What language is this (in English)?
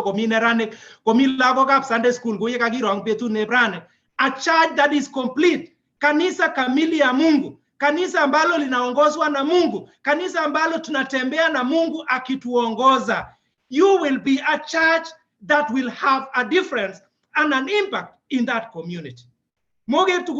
Kalenjin